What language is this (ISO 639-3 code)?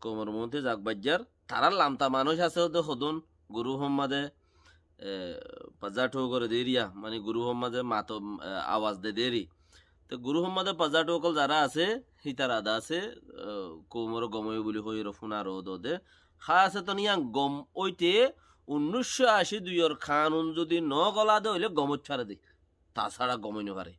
rhg